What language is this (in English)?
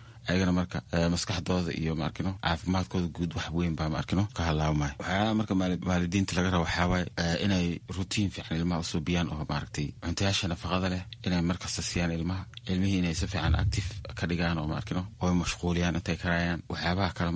Somali